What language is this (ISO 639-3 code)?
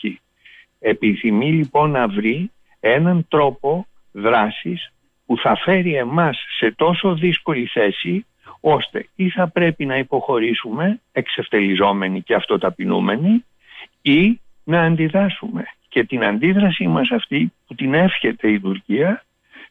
ell